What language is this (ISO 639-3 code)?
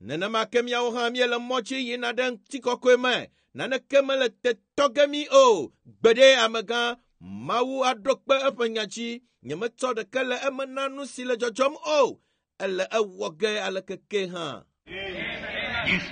ewe